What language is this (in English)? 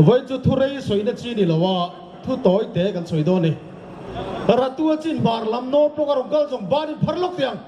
Mizo